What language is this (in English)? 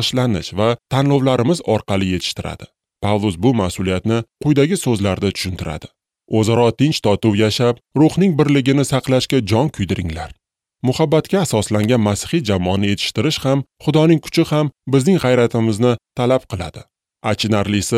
Uzbek